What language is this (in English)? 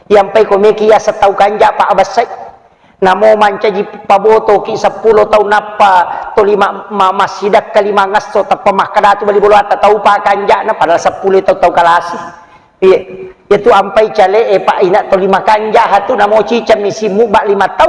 Buginese